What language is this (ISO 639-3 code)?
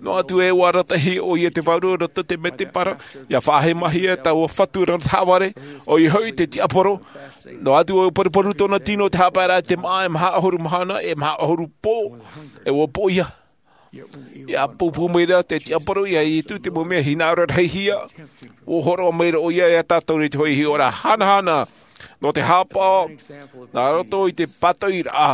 tah